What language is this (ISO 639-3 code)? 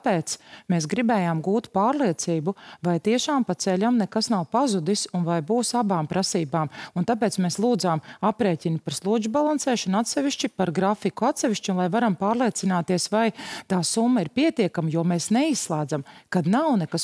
lav